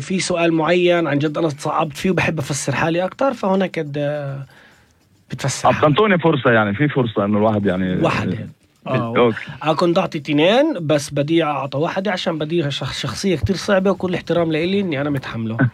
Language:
North Levantine Arabic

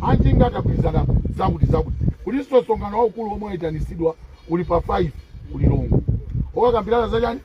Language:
Nyanja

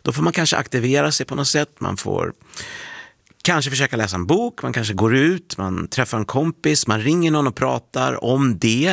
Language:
Swedish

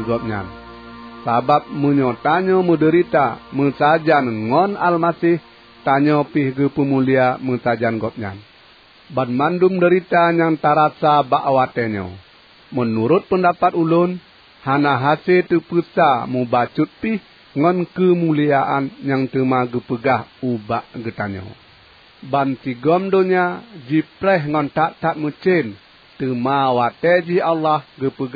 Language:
Achinese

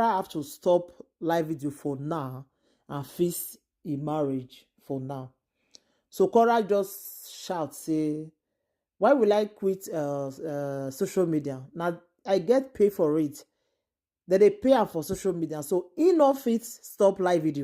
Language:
Nigerian Pidgin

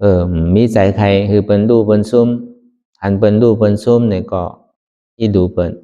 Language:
Shan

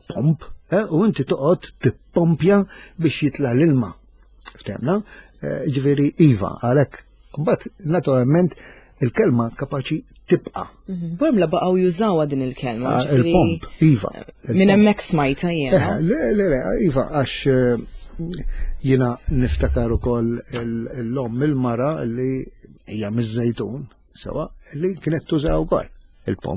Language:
Maltese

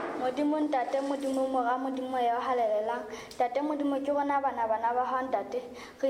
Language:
Southern Sotho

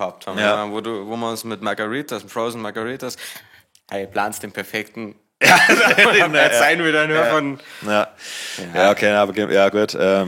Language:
Bavarian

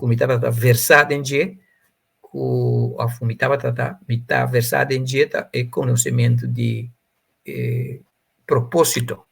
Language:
Papiamento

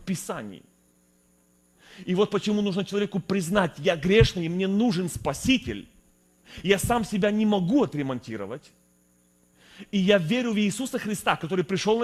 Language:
Russian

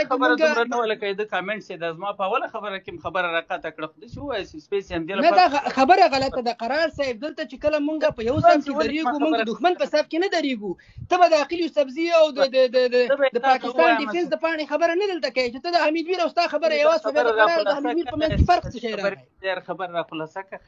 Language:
Pashto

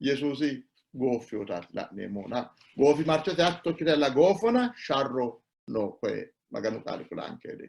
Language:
Sidamo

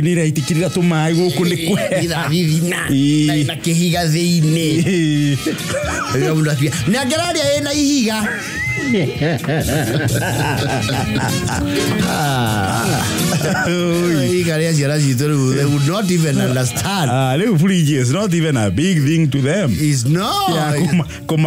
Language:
Kikuyu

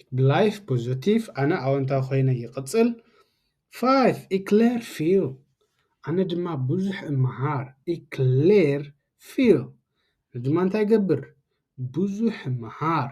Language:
Tigrinya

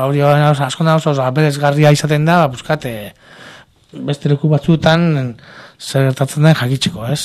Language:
Basque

